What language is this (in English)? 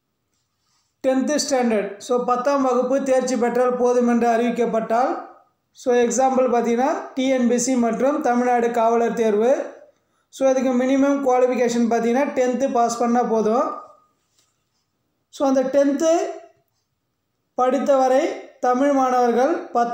Tamil